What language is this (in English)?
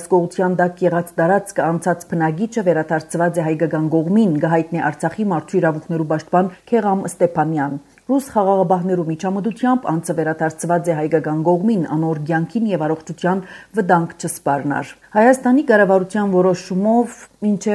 Armenian